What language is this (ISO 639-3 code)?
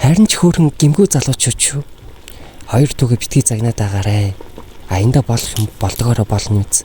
mon